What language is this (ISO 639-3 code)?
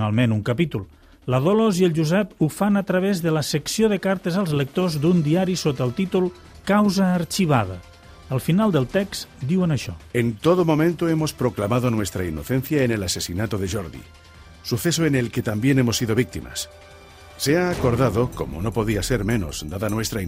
cat